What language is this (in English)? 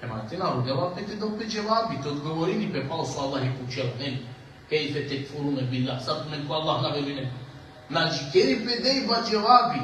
Balkan Romani